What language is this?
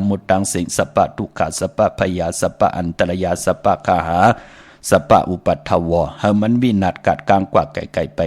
Shan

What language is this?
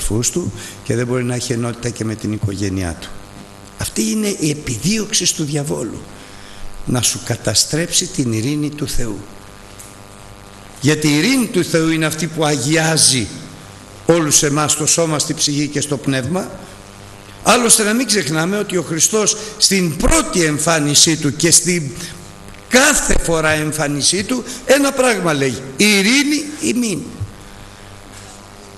Greek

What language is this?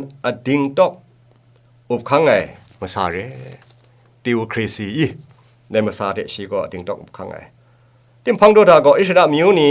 Kachin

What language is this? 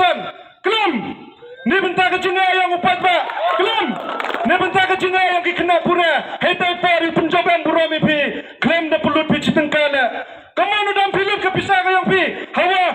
Khasi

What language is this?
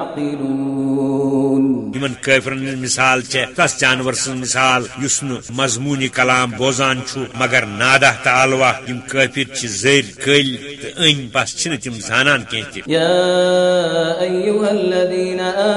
Kashmiri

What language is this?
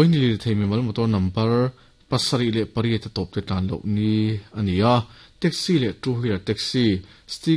Mizo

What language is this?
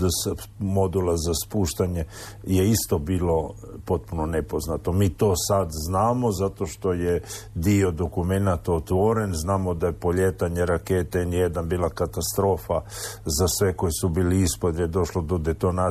Croatian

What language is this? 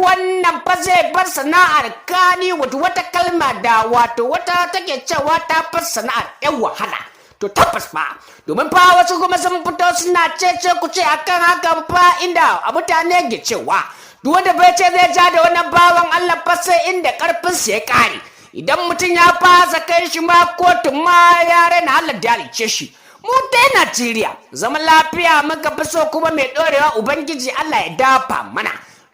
Hausa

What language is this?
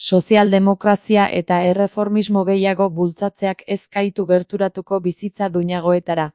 Basque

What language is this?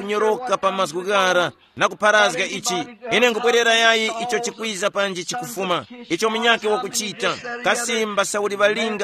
Tumbuka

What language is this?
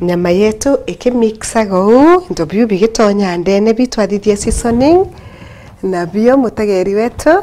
Meru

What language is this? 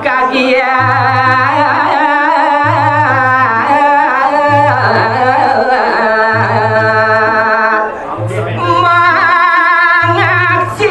Balinese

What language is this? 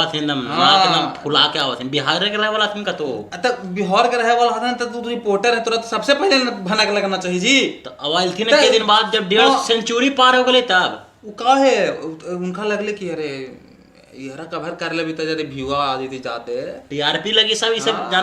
Magahi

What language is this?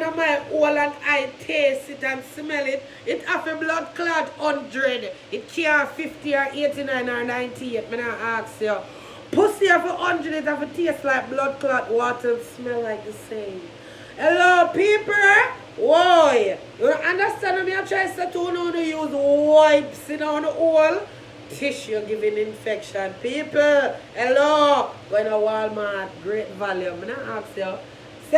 Jamaican Creole English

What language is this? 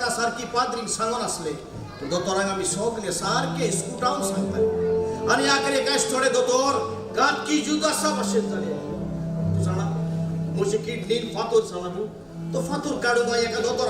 Konkani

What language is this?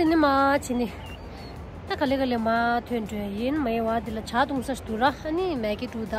Tibetan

